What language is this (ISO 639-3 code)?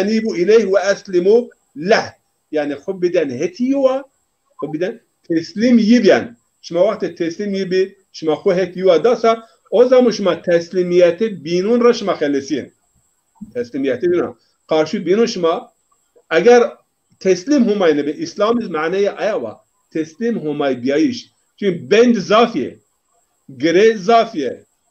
zza